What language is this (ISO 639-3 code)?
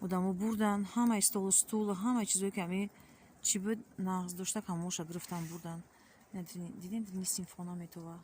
tgk